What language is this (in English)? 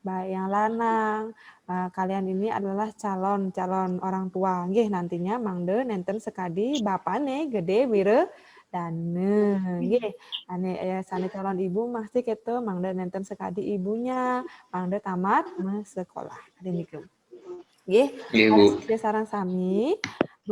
Balinese